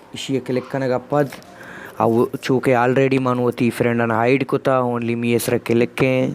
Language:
Baluchi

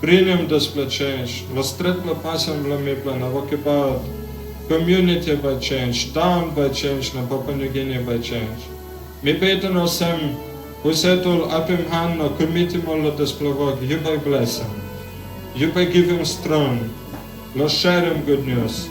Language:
Tok Pisin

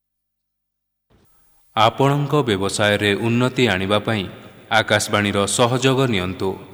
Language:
Odia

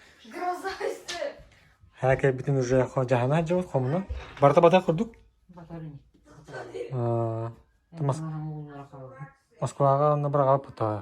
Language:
Yakut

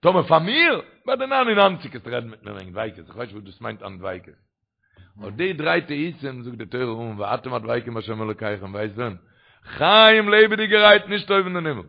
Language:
Yiddish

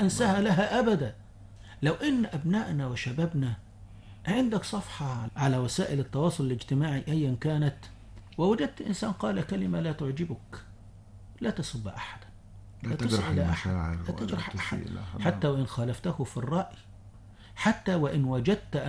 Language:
Arabic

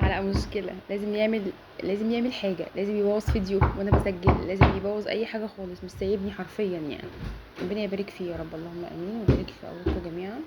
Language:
Egyptian Arabic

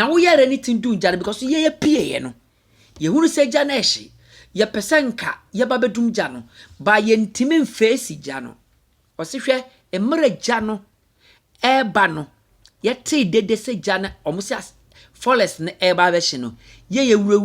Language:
Akan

